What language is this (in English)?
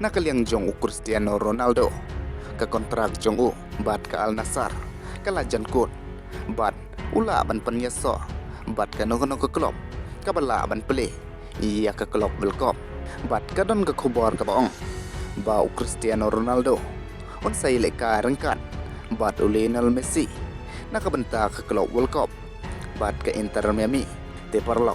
Khasi